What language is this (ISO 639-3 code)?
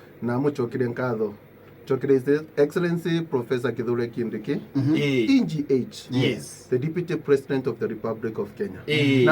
mer